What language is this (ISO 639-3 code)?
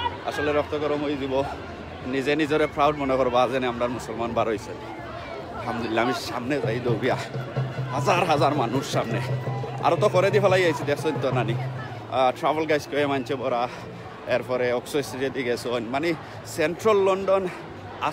syl